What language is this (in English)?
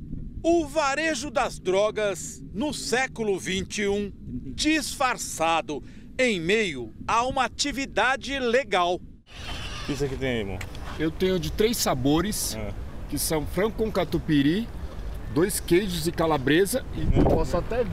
Portuguese